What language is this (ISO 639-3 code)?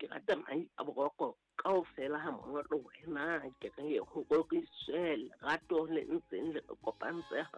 sot